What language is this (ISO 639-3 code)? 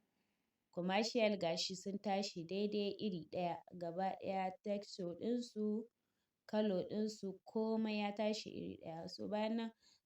hau